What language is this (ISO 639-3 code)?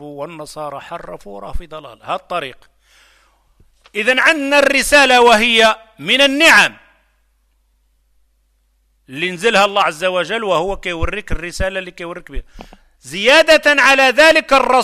fra